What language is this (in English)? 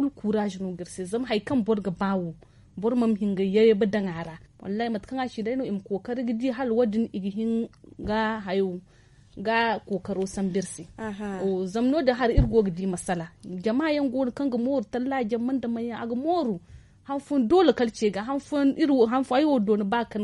Zarma